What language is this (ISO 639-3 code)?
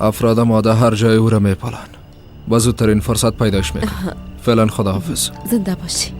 fas